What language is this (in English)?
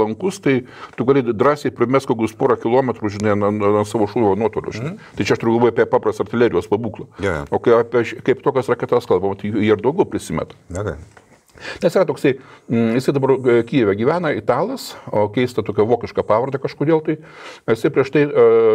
Lithuanian